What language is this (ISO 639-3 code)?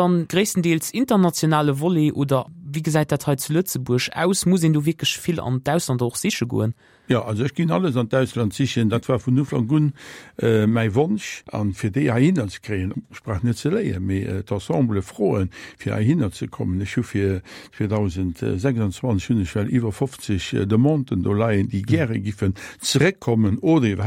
ltz